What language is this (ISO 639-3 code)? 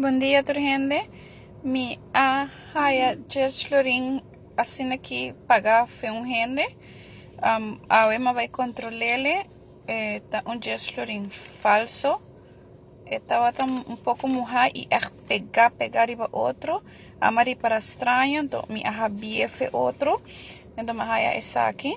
pap